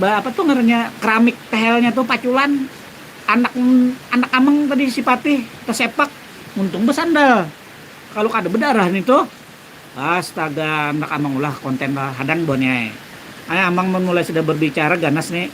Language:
Banjar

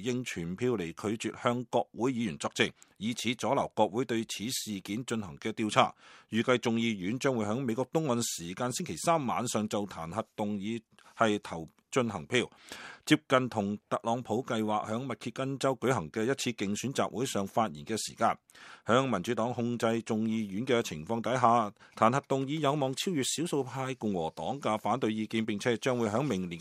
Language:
Cantonese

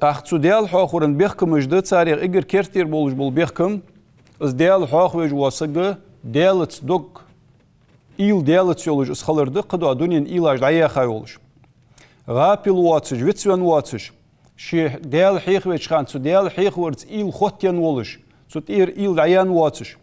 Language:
Ingush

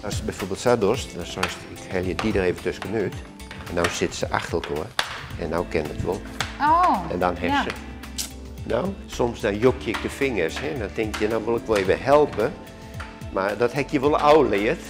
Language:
Western Frisian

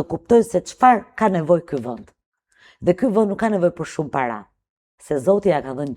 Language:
Albanian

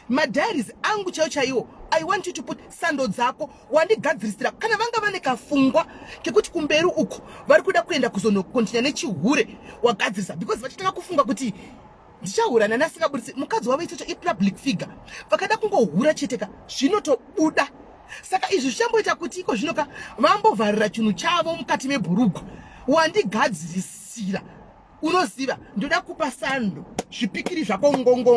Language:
Shona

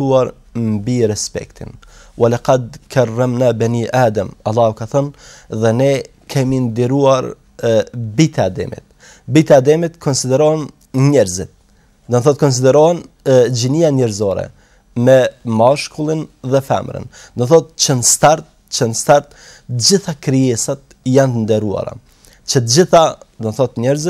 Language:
Albanian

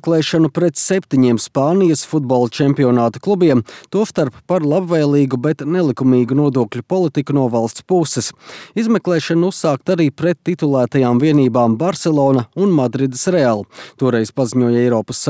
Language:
Latvian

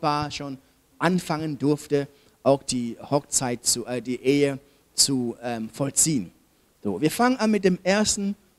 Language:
German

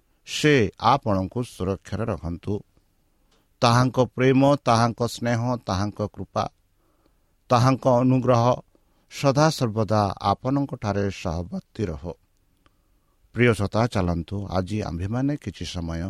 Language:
Odia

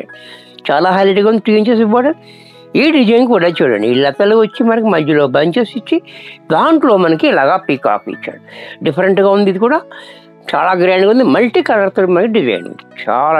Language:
Telugu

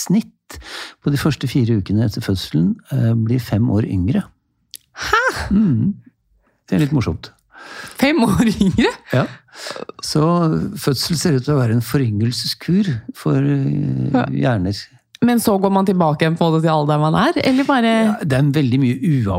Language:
Norwegian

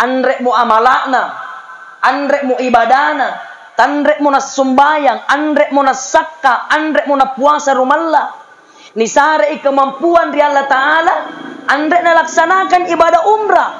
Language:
Makasar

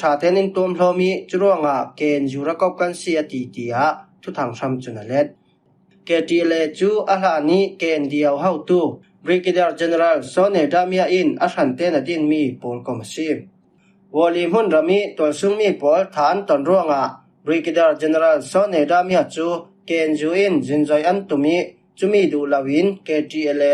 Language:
Falam Chin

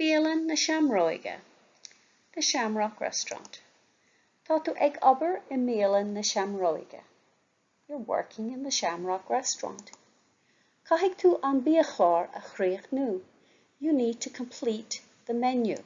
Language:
Irish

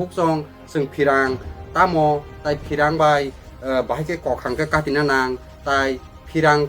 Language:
Kok Borok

